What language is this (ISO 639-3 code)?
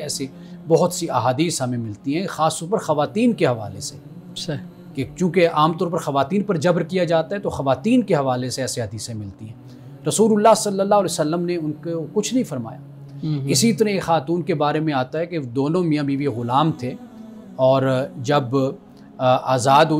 urd